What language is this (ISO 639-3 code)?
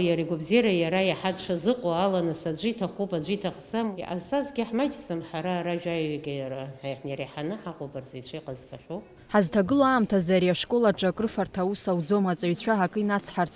abk